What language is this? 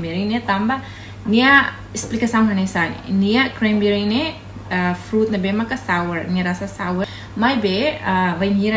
Tetum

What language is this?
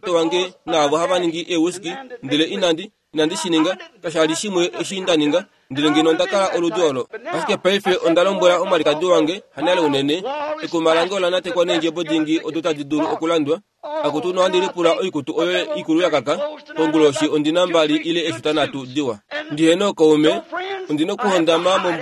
Kuanyama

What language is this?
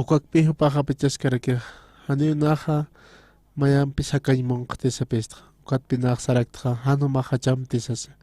Aymara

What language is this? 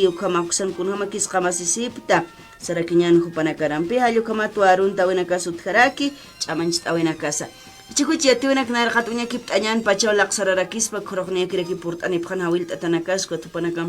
Aymara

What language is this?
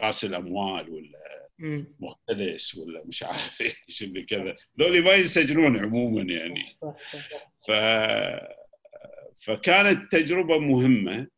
Gulf Arabic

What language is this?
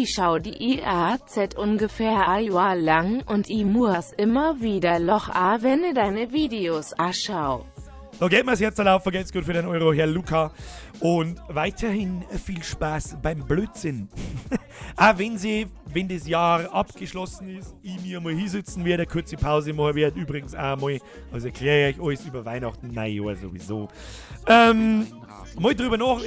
Bavarian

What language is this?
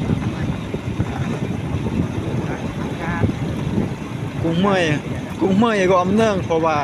Lao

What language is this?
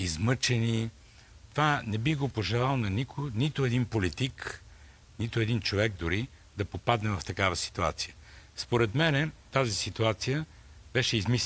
Bulgarian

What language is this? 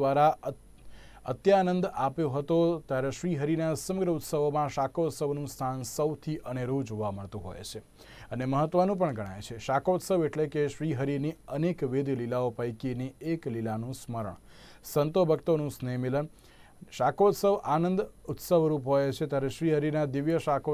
Gujarati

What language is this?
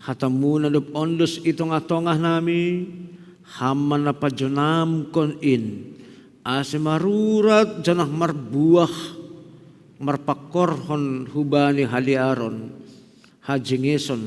Batak Simalungun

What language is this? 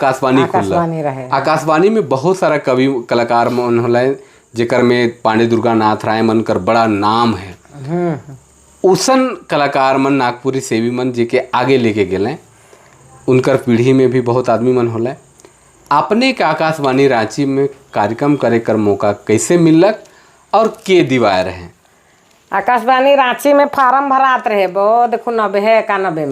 Sadri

